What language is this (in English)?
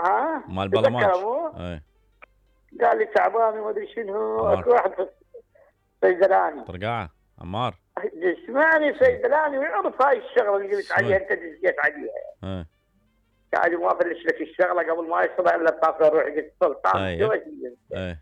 Mesopotamian Arabic